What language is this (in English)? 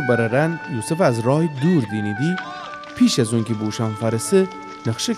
Gilaki